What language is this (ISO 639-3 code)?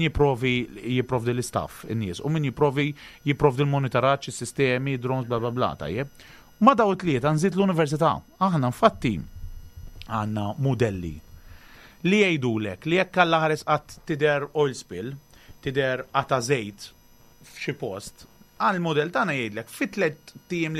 mlt